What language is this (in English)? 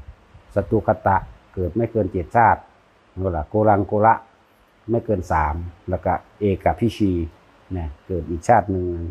Northeastern Thai